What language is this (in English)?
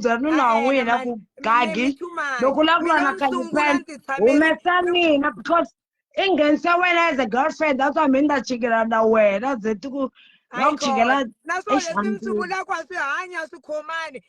Tsonga